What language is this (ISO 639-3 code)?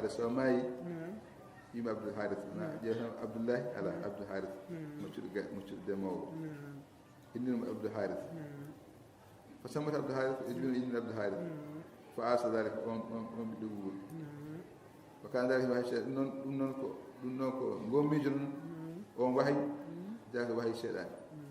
ful